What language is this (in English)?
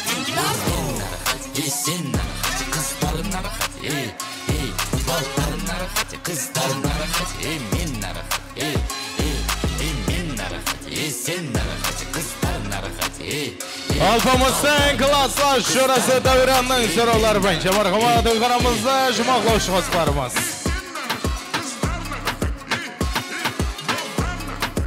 Kazakh